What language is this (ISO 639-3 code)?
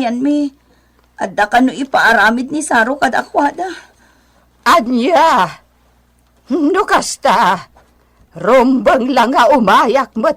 ilo